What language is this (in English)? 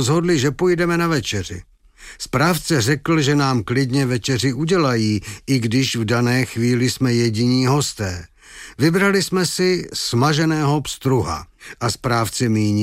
Czech